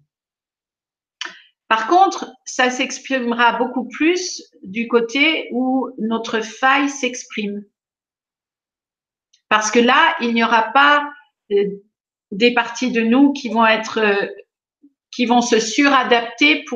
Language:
French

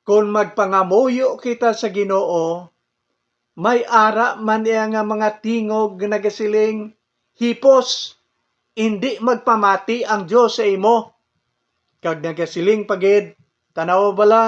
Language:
Hiligaynon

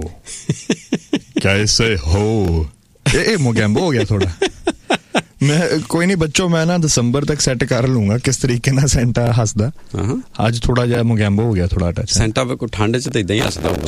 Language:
Punjabi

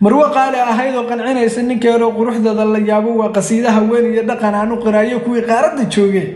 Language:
Somali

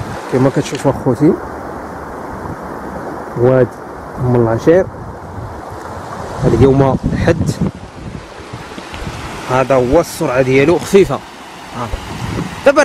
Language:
Moroccan Arabic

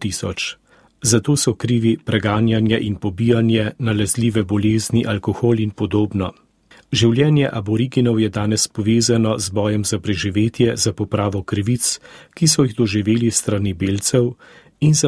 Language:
Slovenian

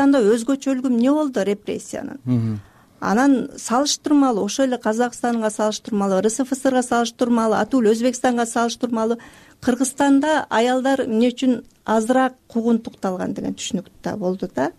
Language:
Kyrgyz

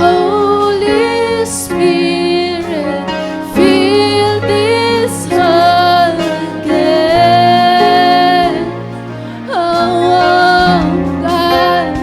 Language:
Waray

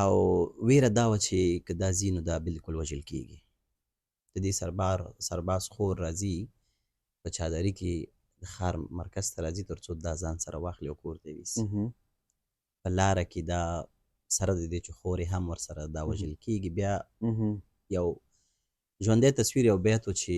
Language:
Pashto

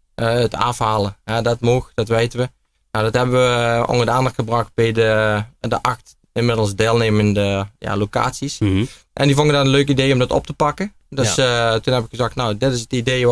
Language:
Limburgish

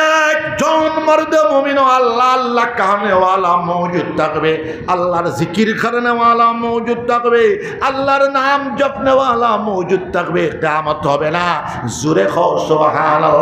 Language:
Sylheti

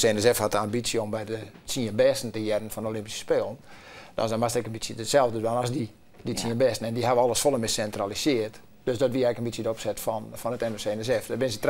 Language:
Western Frisian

